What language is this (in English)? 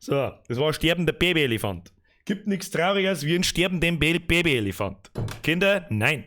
Bavarian